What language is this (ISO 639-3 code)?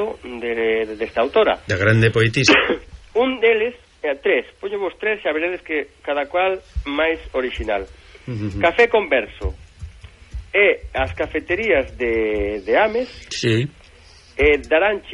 glg